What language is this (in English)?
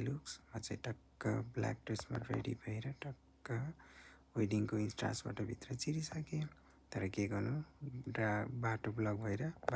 Nepali